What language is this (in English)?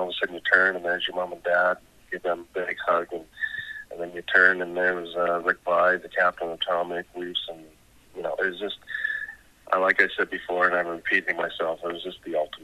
English